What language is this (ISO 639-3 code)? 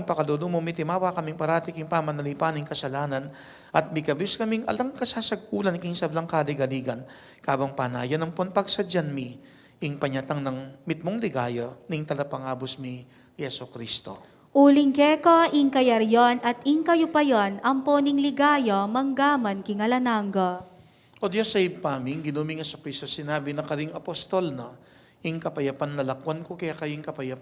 pam